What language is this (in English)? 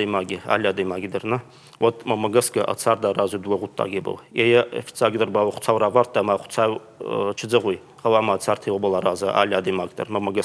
Ossetic